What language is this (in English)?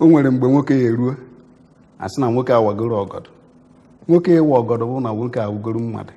Igbo